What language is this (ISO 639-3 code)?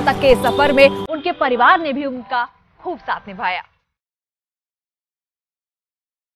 hin